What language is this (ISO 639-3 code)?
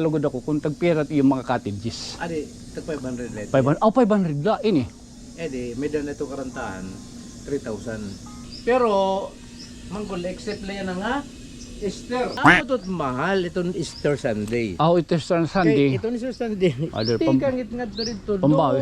war